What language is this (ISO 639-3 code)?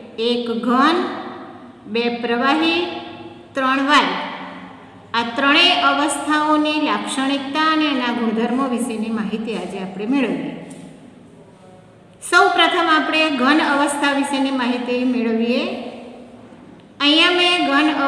guj